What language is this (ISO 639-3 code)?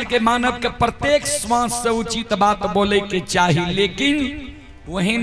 mai